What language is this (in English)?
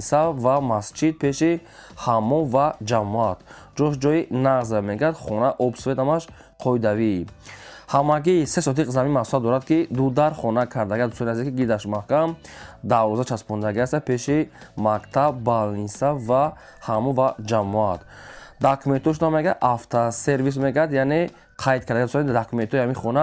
Tajik